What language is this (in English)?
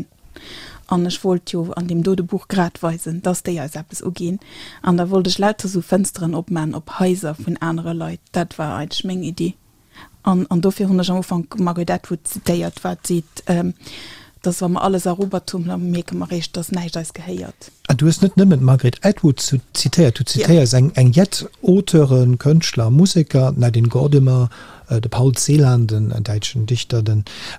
Luxembourgish